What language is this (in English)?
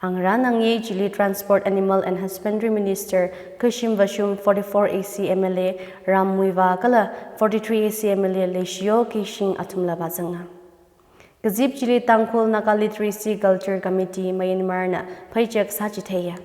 Tangkhul Naga (India)